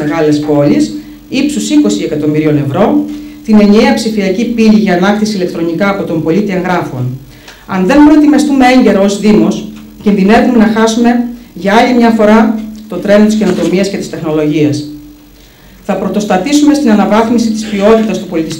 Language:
Greek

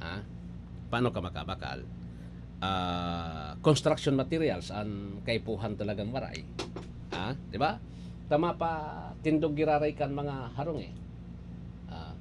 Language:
Bikol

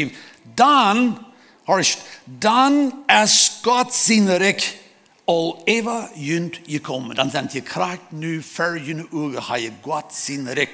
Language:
Plautdietsch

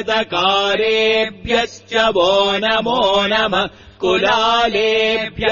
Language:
Sanskrit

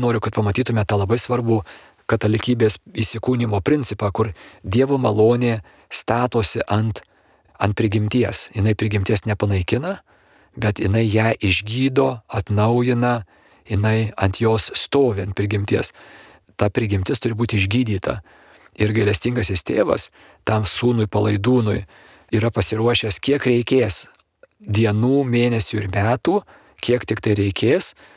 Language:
Lithuanian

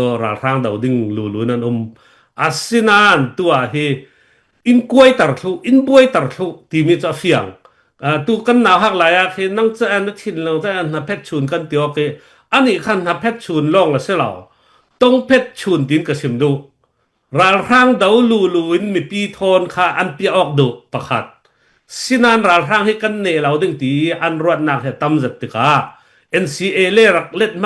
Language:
Falam Chin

